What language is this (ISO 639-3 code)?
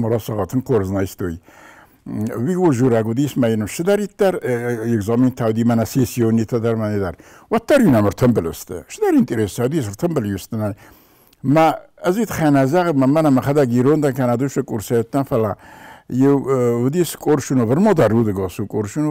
oss